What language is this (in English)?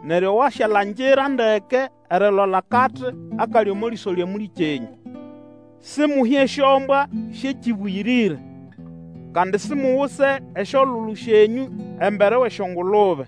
Nande